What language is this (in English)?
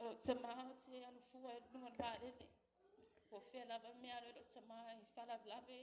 Samoan